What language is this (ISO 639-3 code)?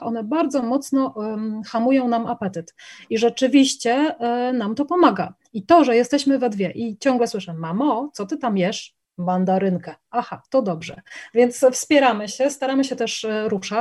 pol